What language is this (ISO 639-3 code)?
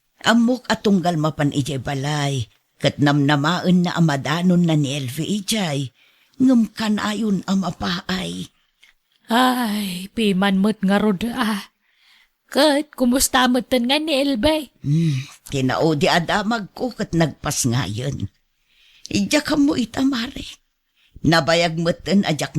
ilo